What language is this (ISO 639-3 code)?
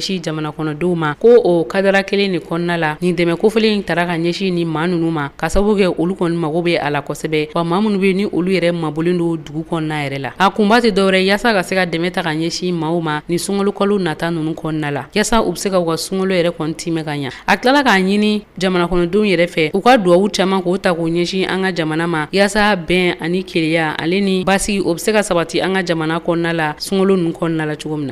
bam